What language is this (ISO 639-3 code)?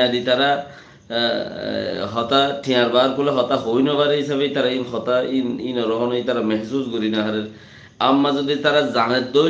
rhg